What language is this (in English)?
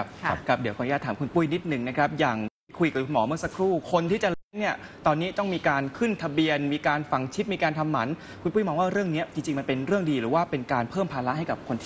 Thai